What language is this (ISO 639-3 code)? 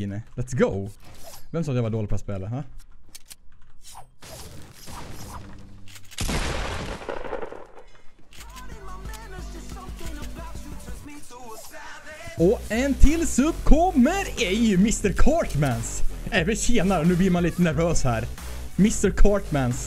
swe